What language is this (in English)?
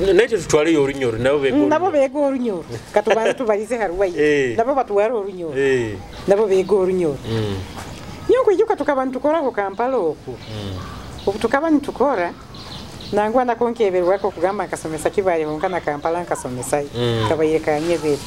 Nyoro